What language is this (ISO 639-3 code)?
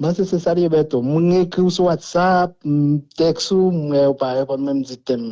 hat